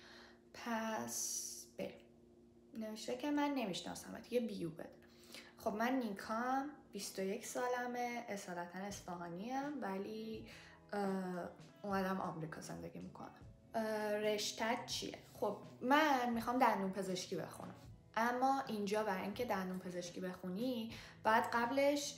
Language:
Persian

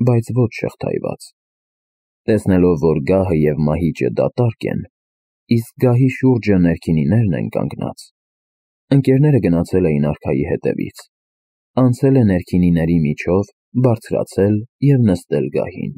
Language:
Armenian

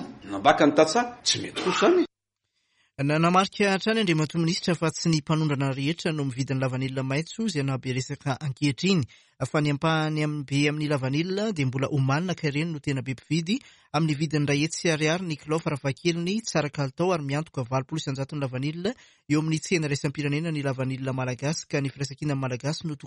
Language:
Malagasy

